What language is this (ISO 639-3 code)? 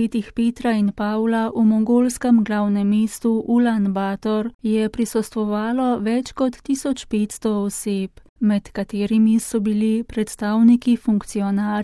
slv